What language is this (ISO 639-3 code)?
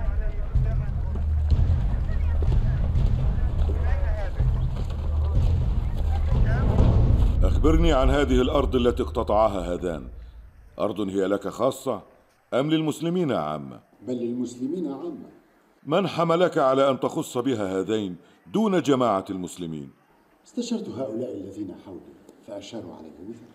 ara